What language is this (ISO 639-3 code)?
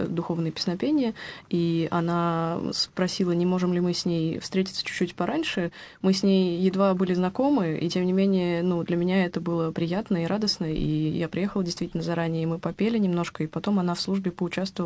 rus